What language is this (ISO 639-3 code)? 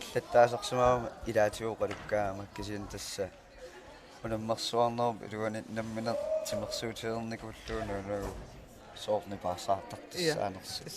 kal